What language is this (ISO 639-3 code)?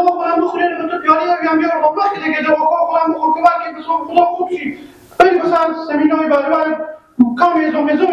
fas